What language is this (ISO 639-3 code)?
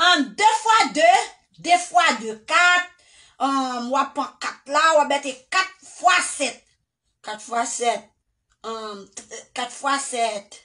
hat